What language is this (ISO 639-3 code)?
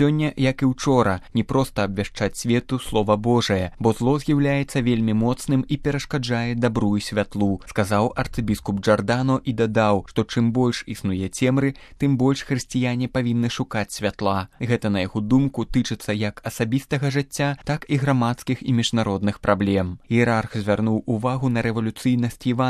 bel